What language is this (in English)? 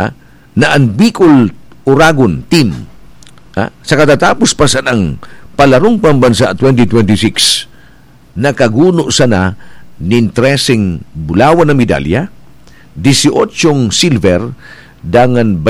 Bikol